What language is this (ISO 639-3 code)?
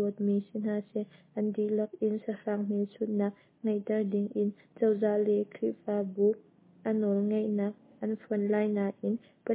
cnh